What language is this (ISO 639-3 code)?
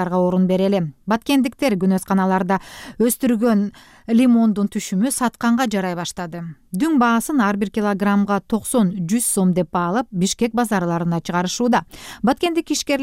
kir